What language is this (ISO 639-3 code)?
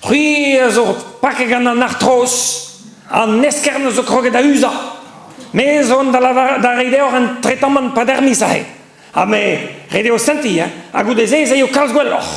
bre